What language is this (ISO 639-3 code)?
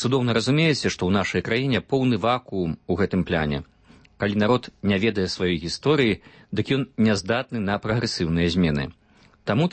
bel